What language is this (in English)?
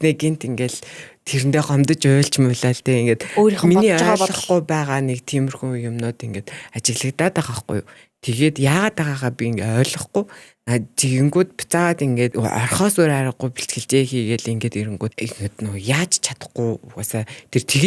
Mongolian